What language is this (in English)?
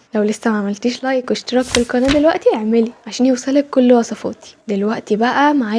Egyptian Arabic